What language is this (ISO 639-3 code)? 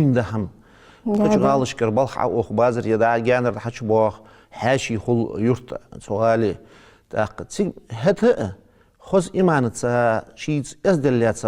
inh